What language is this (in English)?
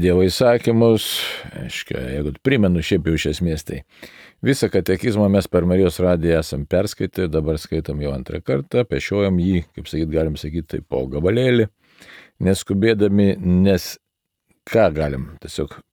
Lithuanian